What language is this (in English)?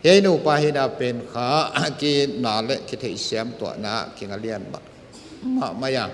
Paite Chin